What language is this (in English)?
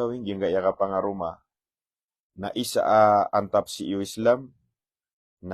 Maranao